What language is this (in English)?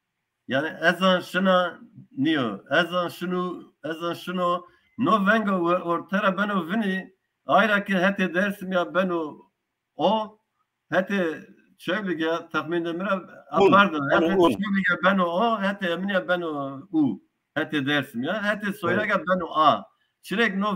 Zaza